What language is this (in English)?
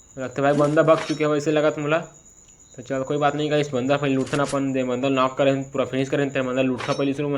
Chhattisgarhi